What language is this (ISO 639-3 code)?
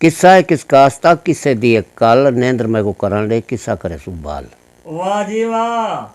skr